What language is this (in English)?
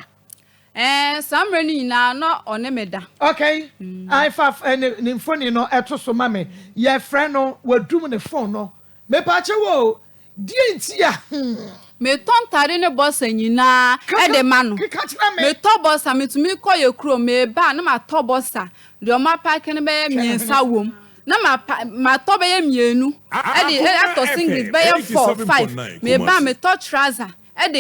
Akan